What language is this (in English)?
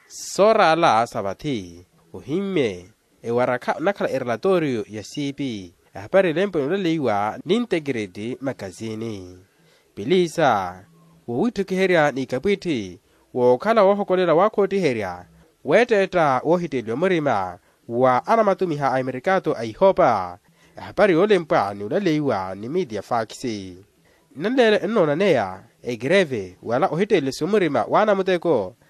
Makhuwa